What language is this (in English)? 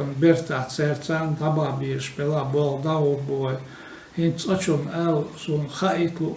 Chechen